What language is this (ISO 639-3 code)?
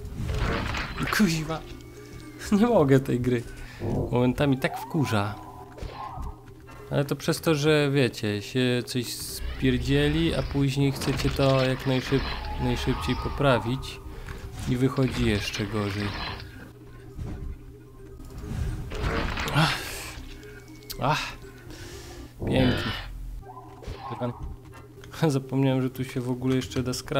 pol